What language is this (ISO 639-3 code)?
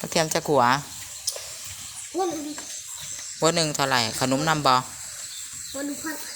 lao